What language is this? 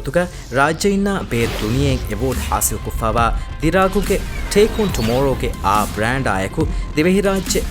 Divehi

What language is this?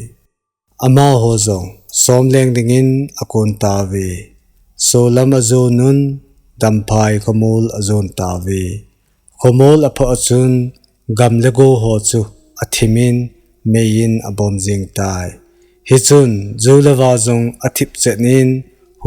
Thado Chin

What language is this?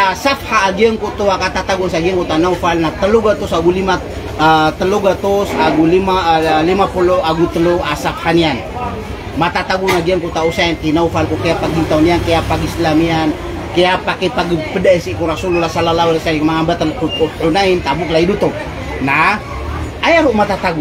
Maranao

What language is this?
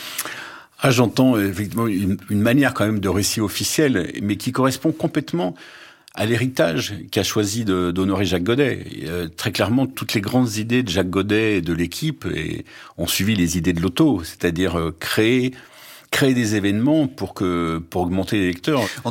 French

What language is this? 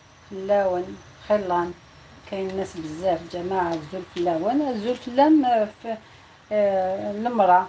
Algerian Arabic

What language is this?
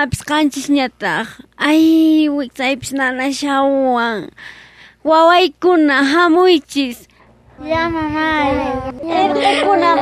South Bolivian Quechua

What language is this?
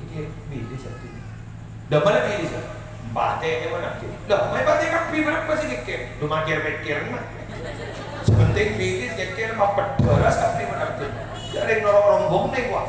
Madurese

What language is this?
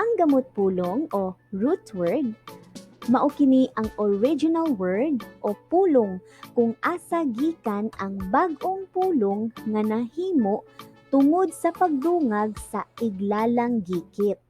Cebuano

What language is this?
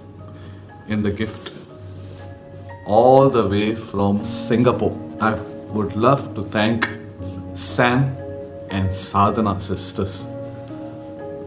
Tamil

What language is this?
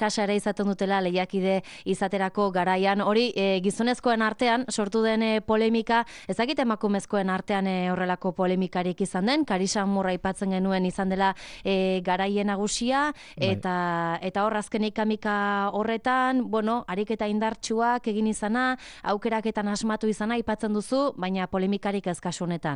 Basque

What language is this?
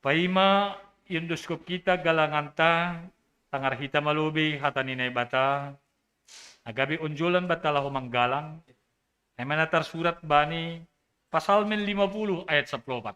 Batak Simalungun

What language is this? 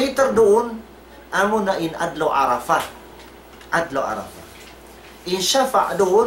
Tausug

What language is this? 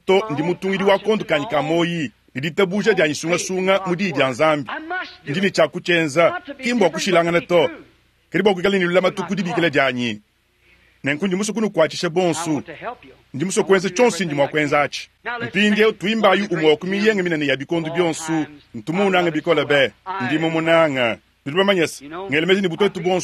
Luba-Lulua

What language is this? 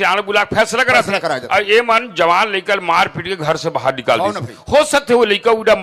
Chhattisgarhi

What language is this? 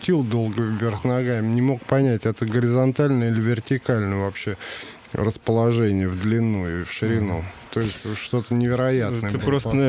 Russian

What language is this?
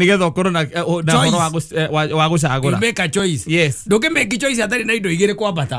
Kikuyu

